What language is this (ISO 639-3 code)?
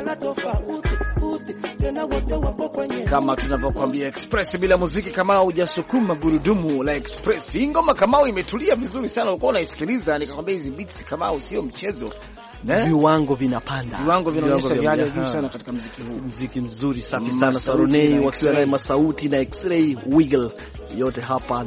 swa